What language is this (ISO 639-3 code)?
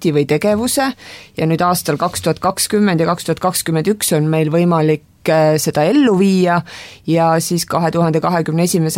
est